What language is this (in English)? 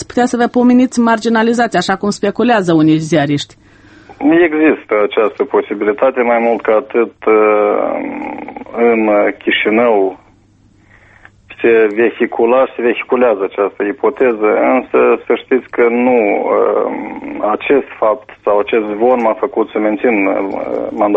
Romanian